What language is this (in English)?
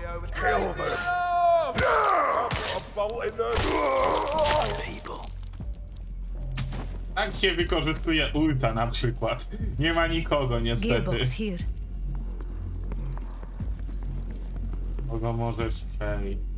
Polish